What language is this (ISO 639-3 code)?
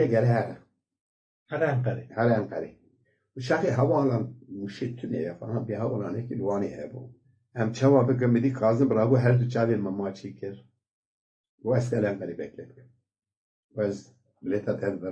kur